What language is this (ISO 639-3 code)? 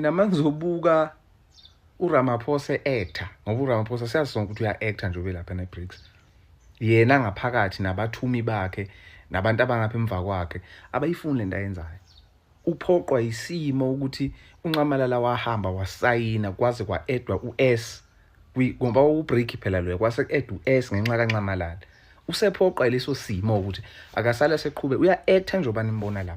zul